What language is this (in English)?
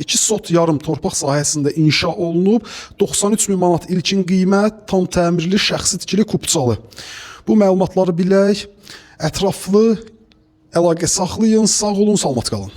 Azerbaijani